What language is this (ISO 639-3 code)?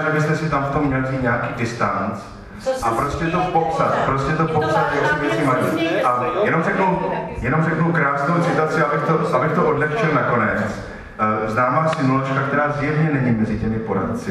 ces